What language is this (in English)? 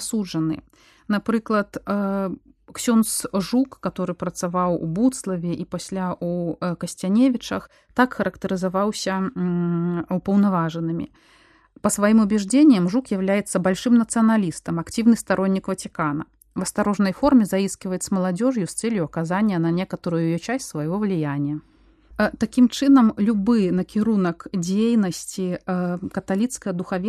Belarusian